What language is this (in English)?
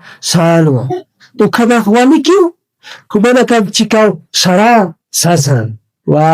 Aymara